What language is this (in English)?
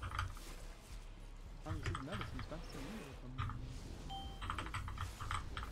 Turkish